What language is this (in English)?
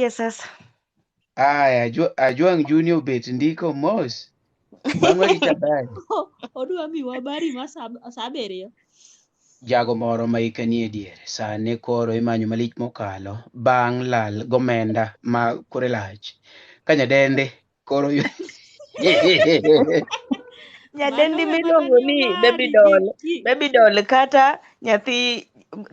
Luo (Kenya and Tanzania)